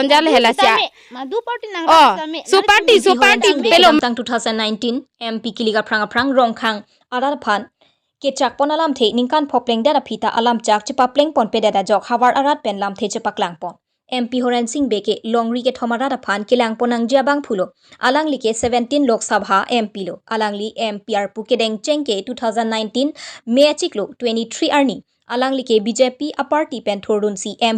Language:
Karbi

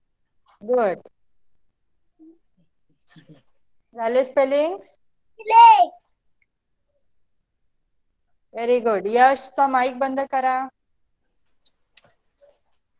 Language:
Marathi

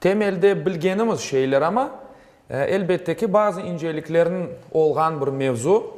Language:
Crimean Tatar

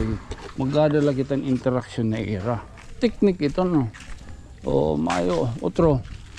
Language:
Waray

